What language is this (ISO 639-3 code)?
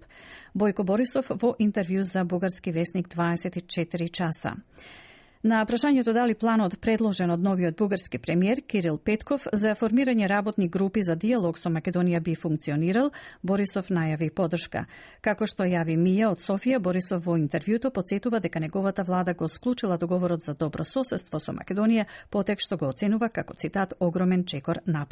mkd